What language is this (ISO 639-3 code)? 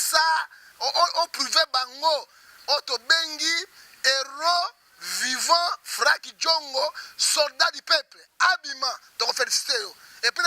lin